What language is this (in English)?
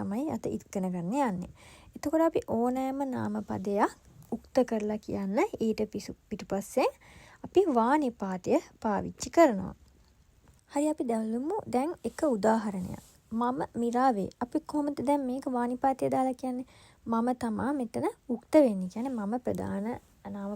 Sinhala